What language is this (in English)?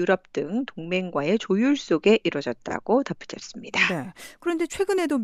Korean